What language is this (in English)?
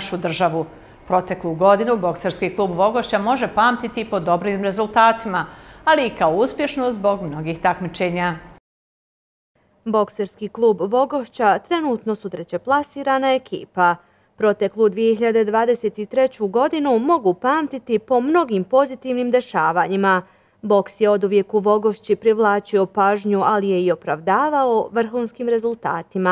Bosnian